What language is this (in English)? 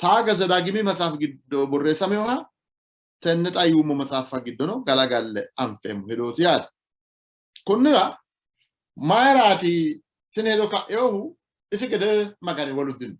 Sidamo